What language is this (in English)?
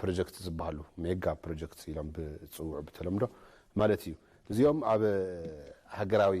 Tigrinya